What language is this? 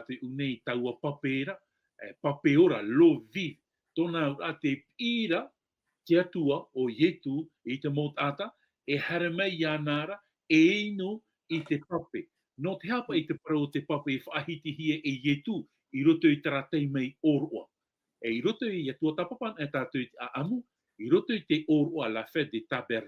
Tahitian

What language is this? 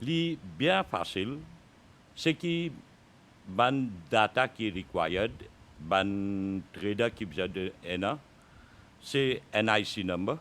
Morisyen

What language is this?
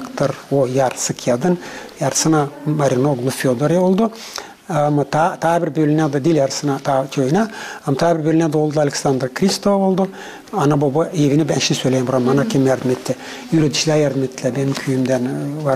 Gagauz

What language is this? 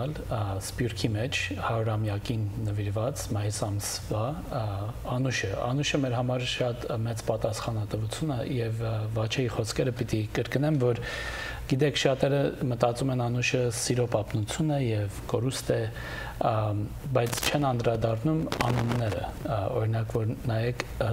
Western Armenian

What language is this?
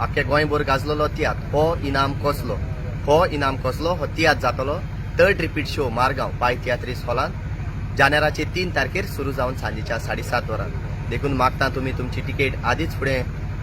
Konkani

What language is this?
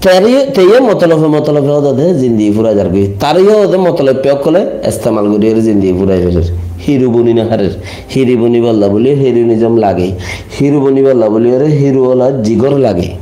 Rohingya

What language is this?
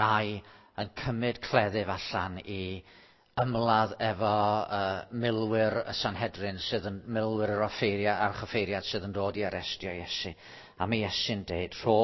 Welsh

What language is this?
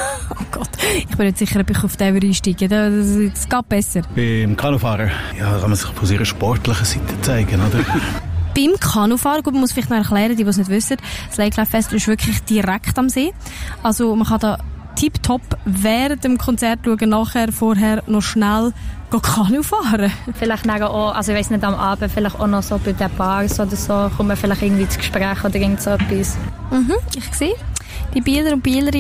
German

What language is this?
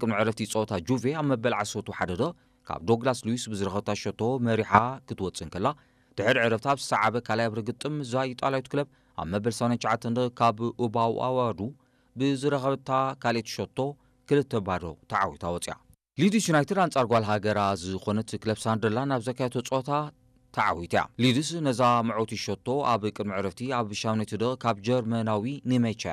Tigrinya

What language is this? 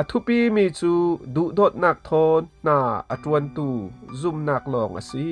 Falam Chin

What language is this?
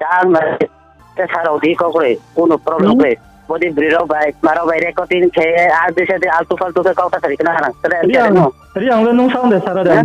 Riang (India)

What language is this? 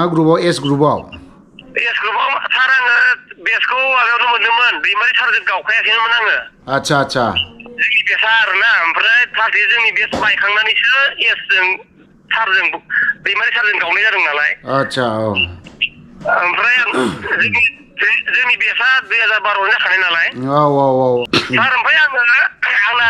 Bodo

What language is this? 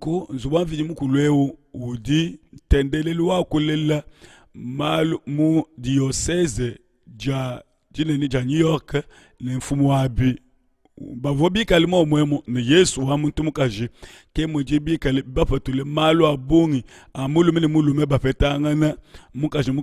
Luba-Lulua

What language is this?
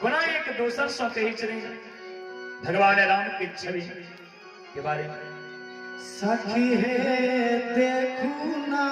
Maithili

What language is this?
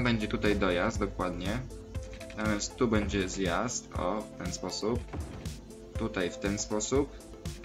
Polish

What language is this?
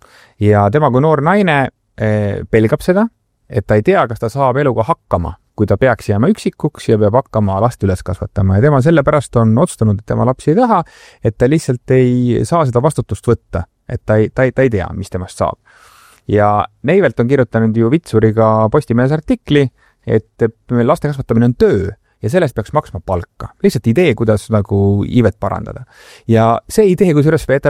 Estonian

